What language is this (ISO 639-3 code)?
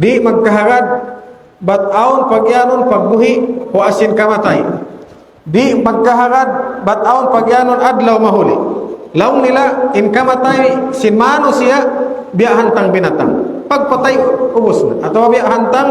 tsg